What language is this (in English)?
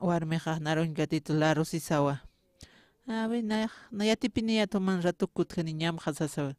Aymara